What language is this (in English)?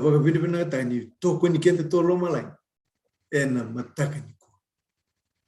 Fijian